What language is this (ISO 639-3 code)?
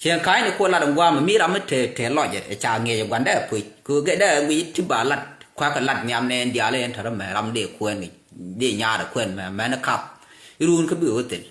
nus